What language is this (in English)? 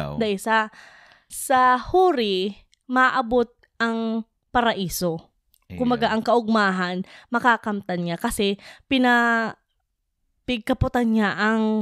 Bikol